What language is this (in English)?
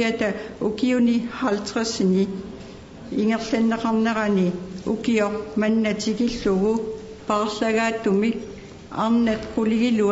Kalaallisut